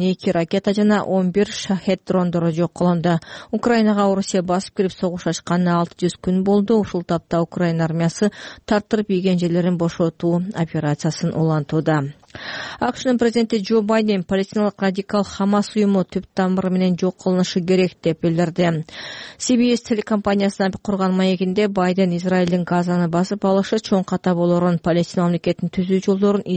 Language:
Kyrgyz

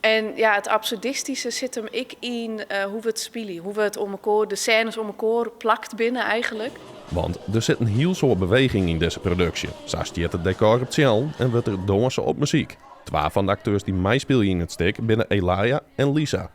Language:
Western Frisian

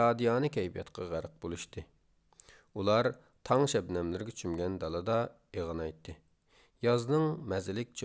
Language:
Uyghur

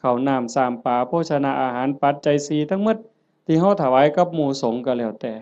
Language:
Northeastern Thai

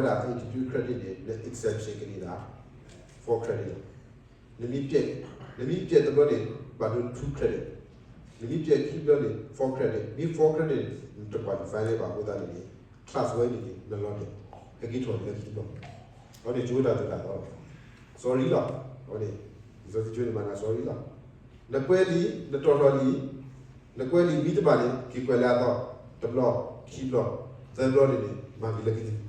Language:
S'gaw Karen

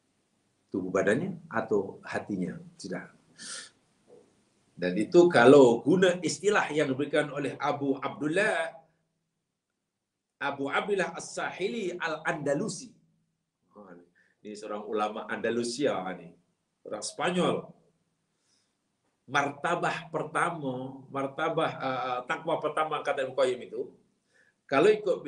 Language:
Malay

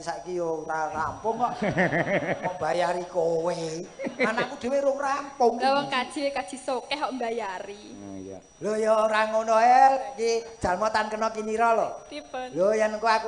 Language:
Javanese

